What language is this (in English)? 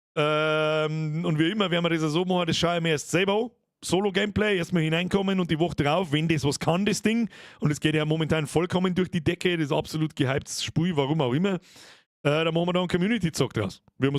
Bavarian